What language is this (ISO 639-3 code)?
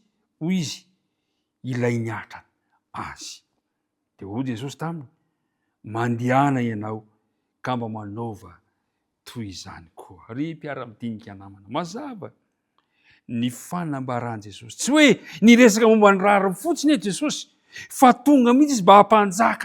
mlg